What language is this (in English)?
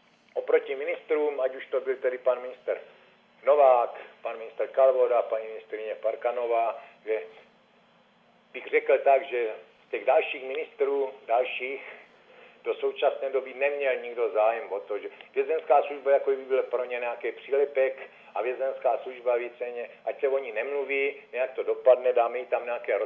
Czech